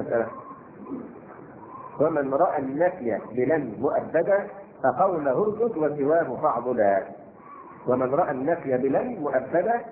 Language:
Arabic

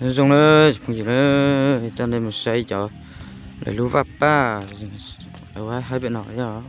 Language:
Hmong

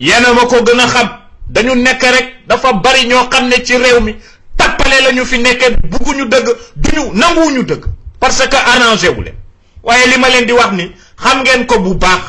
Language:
Wolof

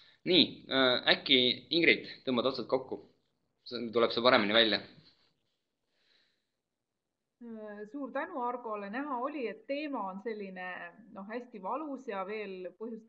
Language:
Estonian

